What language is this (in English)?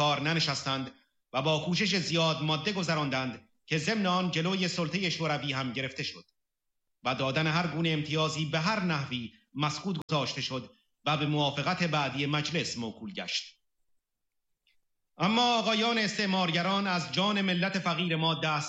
Persian